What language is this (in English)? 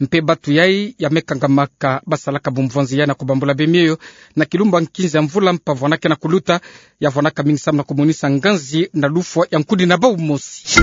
Kituba (Democratic Republic of Congo)